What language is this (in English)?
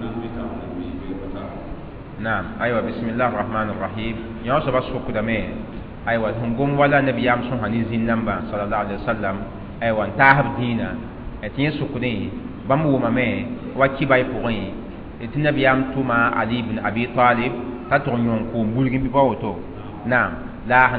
Mossi